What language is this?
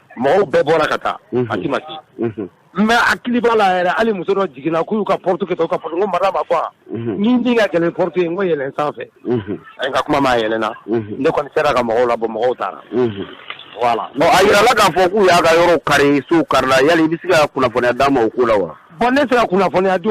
Bambara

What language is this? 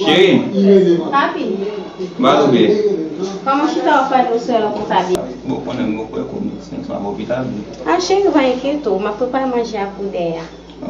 Haitian Creole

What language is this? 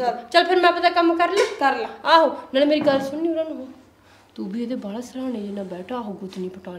Punjabi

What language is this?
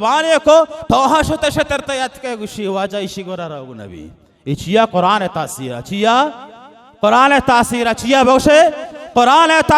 Baluchi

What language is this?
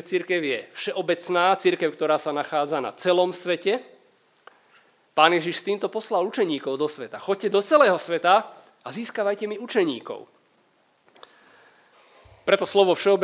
Slovak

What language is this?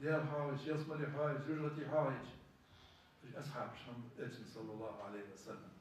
Ingush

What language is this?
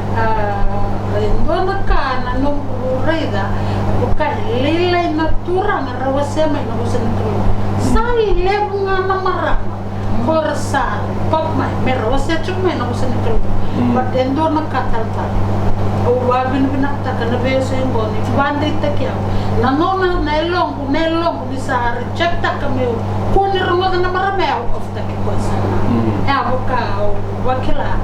Fijian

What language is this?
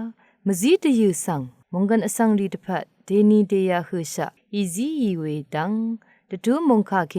Rawang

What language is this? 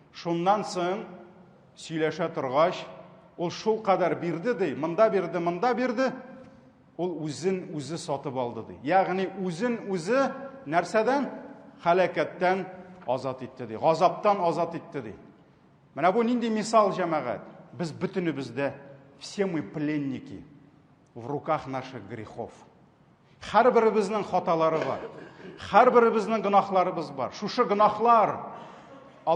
Tatar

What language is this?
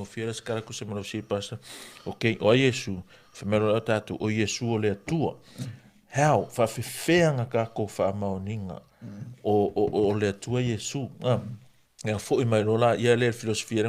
Samoan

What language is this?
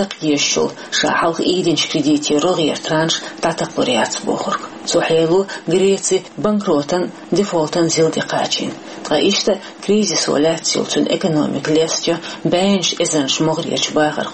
Chechen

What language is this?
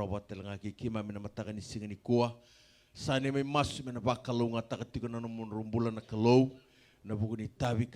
Fijian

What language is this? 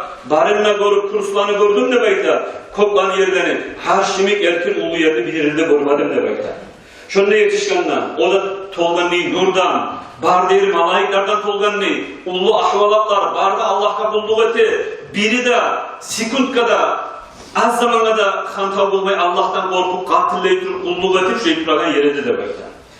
Kumyk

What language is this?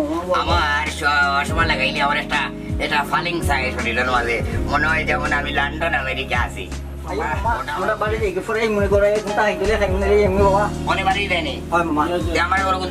Sylheti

